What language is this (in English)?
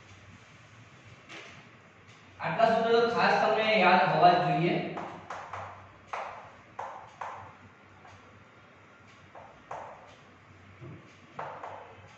Gujarati